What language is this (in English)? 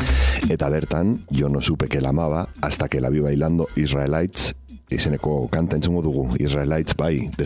Basque